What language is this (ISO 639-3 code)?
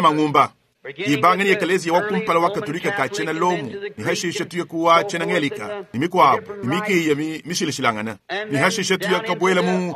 lua